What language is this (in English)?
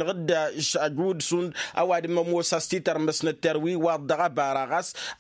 Tamasheq